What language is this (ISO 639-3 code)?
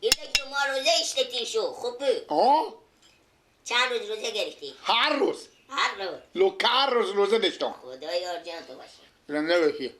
fas